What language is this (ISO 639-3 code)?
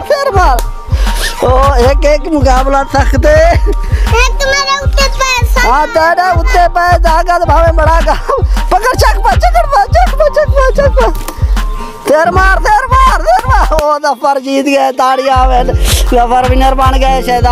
skr